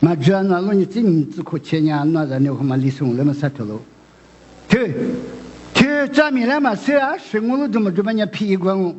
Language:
Lisu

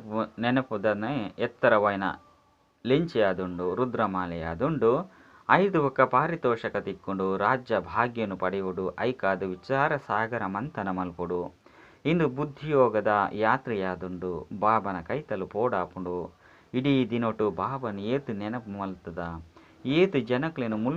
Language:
Tulu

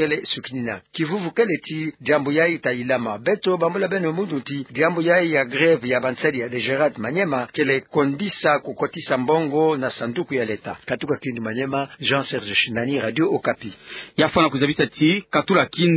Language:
Kituba (Democratic Republic of Congo)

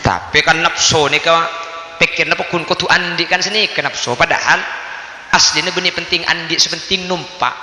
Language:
Madurese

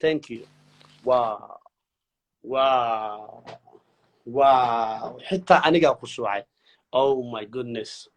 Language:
Somali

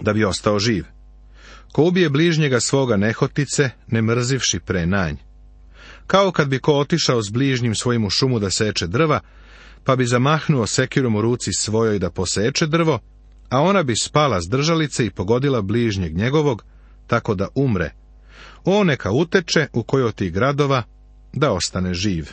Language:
Serbian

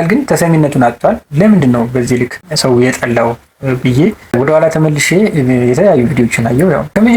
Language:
Amharic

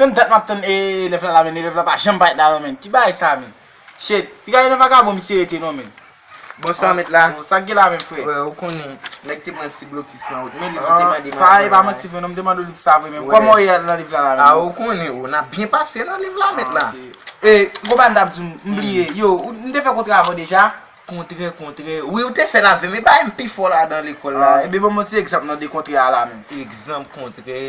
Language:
Haitian Creole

